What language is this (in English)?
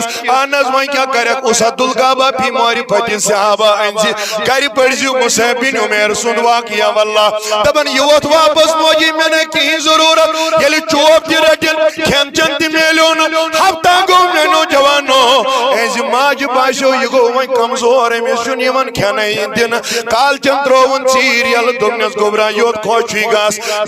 Kashmiri